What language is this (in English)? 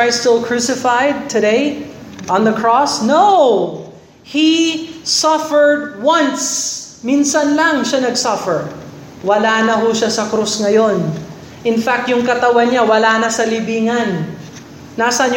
Filipino